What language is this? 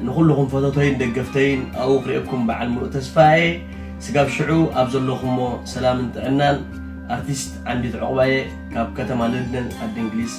Tigrinya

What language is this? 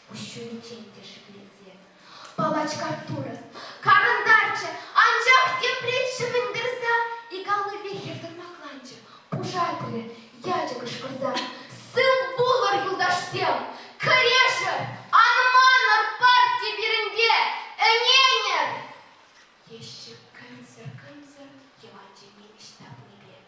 Chuvash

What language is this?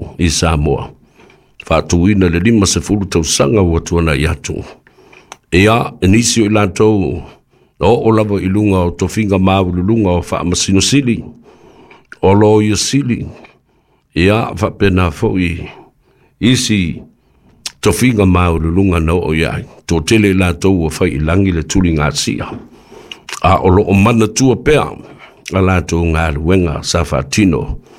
Samoan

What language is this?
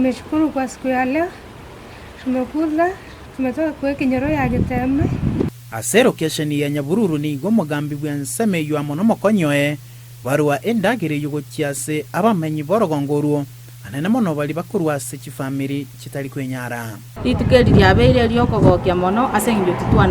Gusii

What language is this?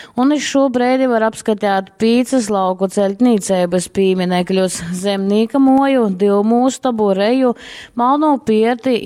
Latgalian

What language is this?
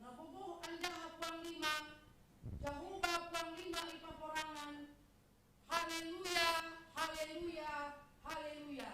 Batak Simalungun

